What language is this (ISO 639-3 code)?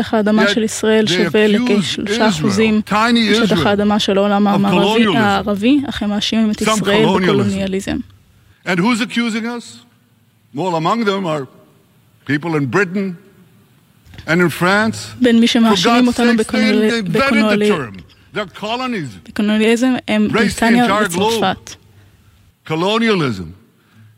heb